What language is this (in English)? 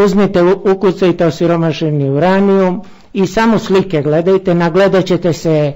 Serbian